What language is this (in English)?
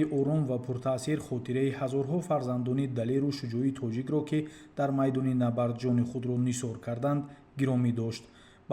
Tajik